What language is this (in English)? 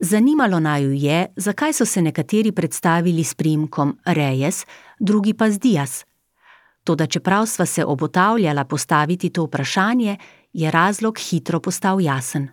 Slovenian